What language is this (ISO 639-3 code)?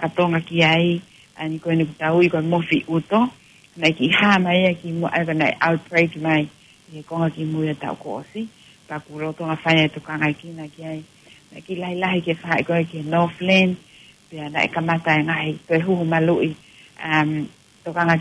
ton